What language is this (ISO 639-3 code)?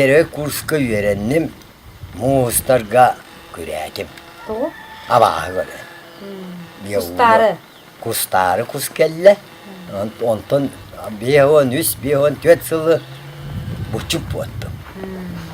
sah